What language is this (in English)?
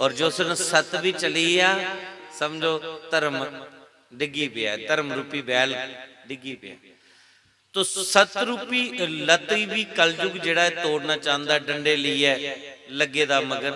Dogri